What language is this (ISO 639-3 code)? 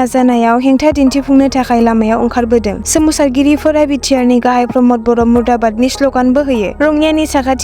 brx